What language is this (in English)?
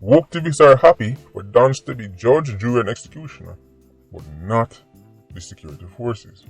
Jamaican Creole English